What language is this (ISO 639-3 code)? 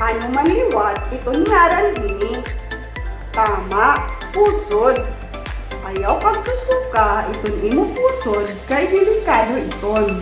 war